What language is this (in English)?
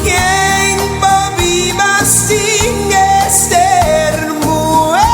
Papiamento